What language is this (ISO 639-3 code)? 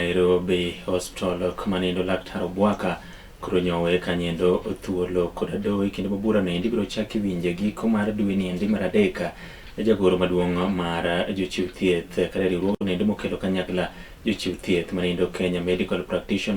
luo